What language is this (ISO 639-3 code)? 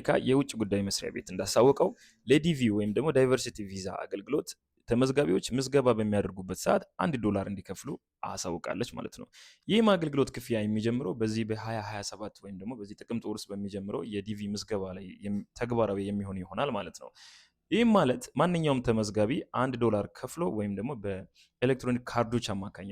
amh